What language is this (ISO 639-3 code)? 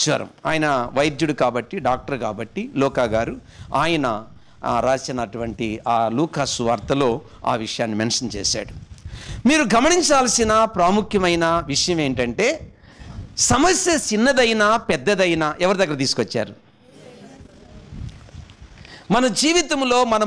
tel